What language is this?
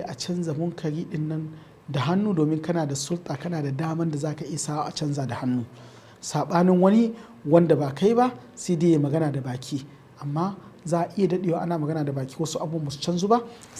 Hausa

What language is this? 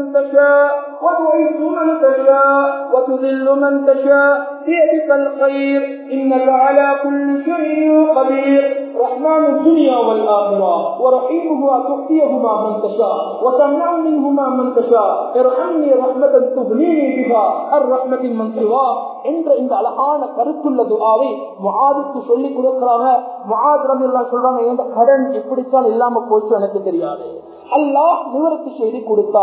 Tamil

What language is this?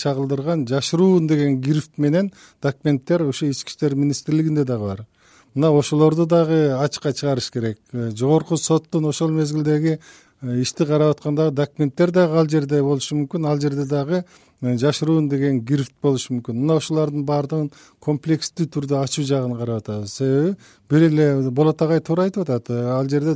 Kyrgyz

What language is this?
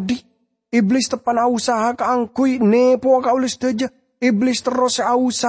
Madurese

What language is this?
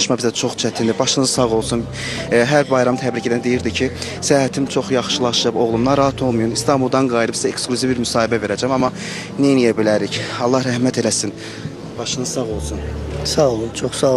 Azerbaijani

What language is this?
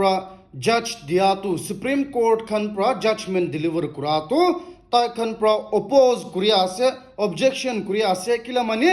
Naga Pidgin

